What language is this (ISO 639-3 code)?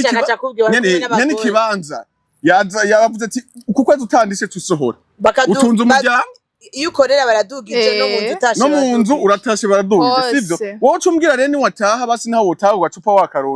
run